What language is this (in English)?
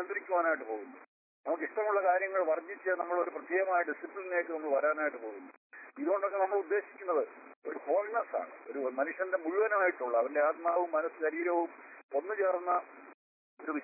Malayalam